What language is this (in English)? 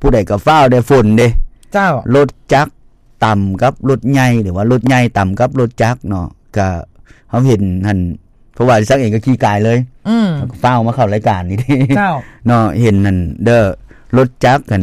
Lao